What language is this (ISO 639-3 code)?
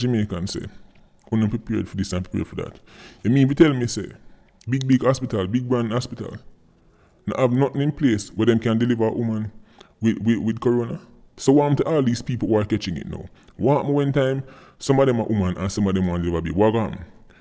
jam